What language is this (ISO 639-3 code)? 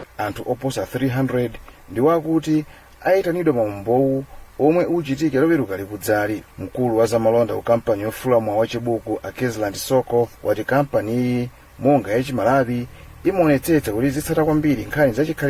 nya